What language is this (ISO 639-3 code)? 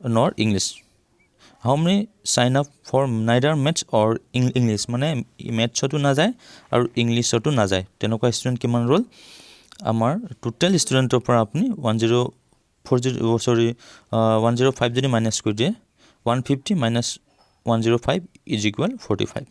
asm